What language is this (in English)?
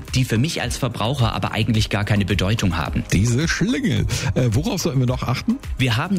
German